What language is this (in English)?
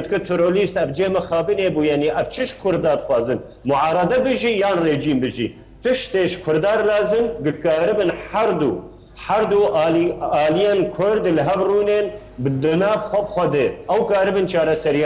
Kurdish